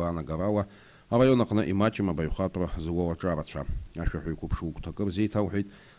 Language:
Abkhazian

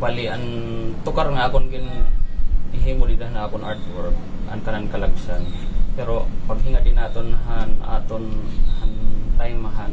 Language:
Waray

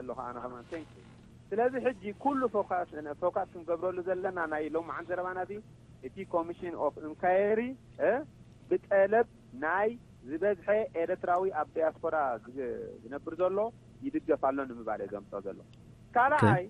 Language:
Tigrinya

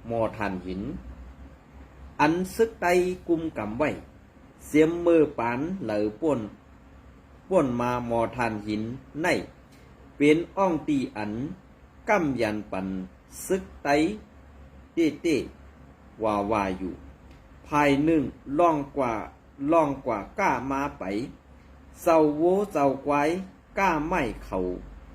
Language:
Shan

